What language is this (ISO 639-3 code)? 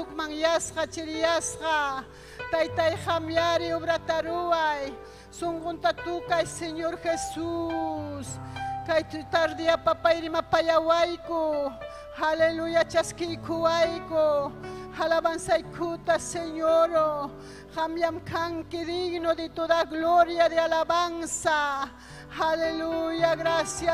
quy